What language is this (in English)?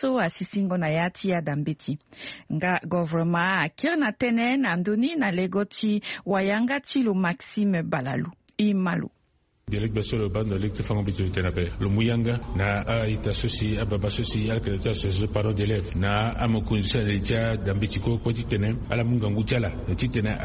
Sango